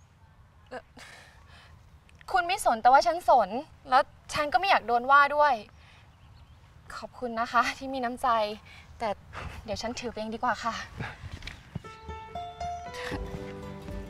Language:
Thai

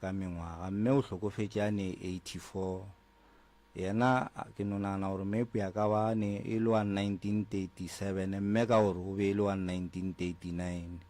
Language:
Northern Sotho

